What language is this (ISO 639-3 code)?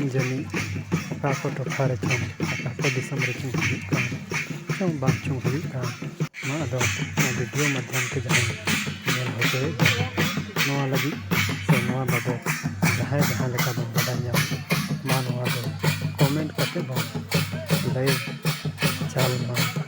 sat